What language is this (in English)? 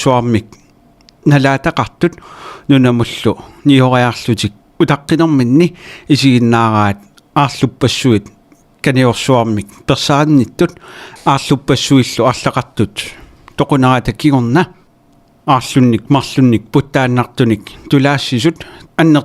Kalaallisut